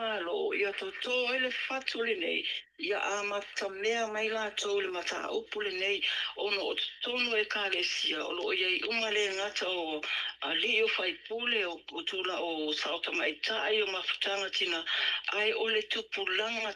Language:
Samoan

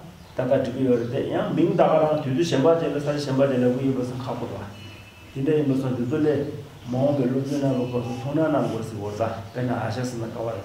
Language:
Tibetan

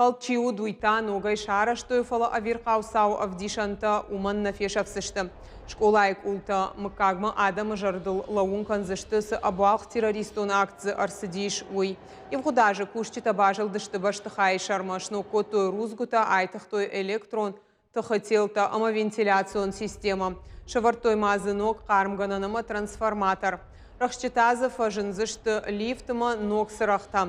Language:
Ossetic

